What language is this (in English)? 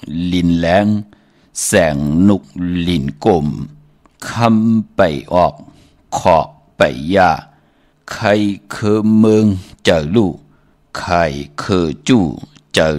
Shan